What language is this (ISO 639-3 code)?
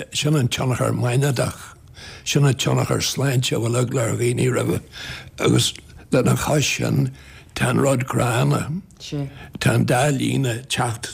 gle